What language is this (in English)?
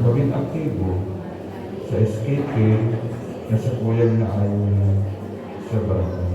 Bikol